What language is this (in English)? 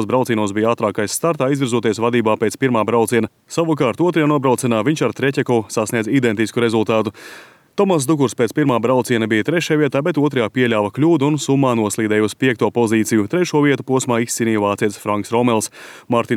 Latvian